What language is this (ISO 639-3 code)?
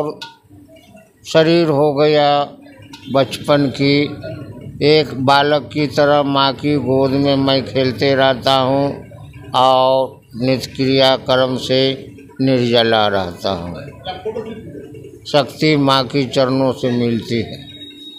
hin